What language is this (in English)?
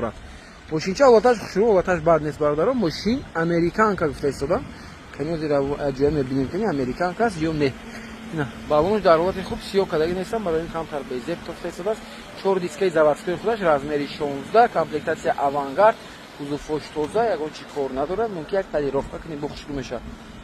Tajik